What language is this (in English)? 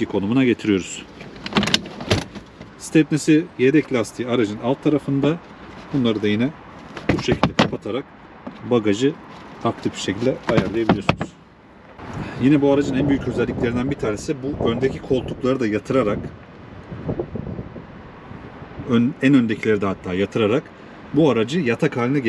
Turkish